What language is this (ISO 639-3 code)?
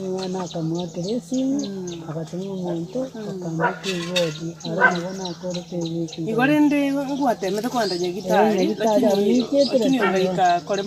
guz